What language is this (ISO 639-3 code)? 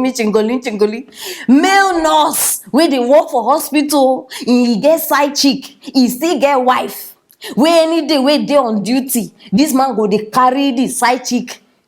pcm